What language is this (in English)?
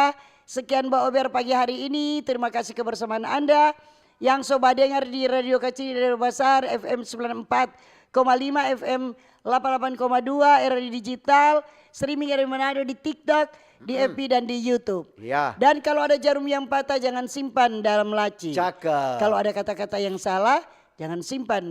Manado Malay